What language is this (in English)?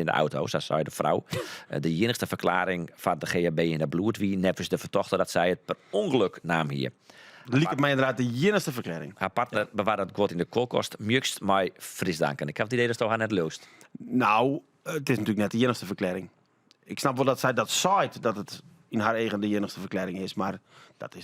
Western Frisian